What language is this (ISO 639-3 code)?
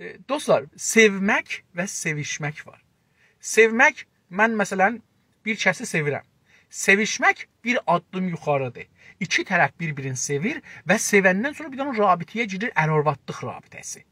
azb